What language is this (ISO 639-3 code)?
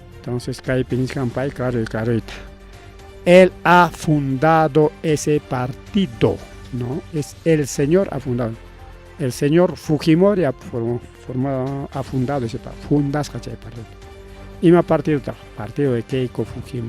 quy